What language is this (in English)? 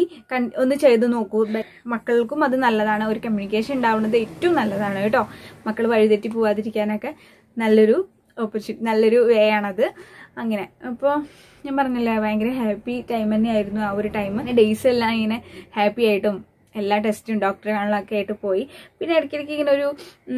Malayalam